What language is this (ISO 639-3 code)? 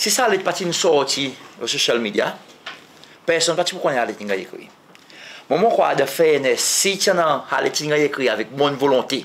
crs